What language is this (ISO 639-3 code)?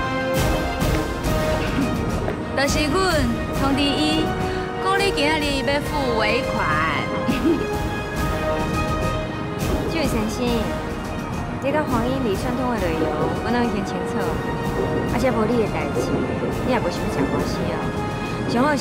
nan